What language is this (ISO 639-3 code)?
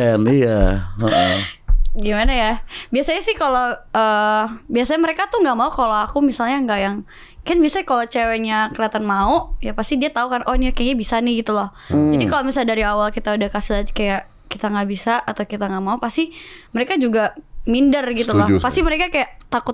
ind